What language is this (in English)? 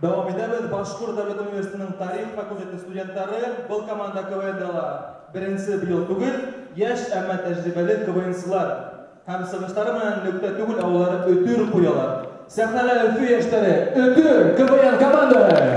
Bashkir